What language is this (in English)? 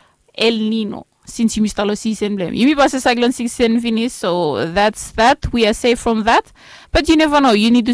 Bislama